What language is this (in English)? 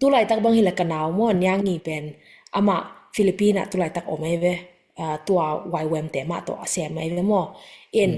Tedim Chin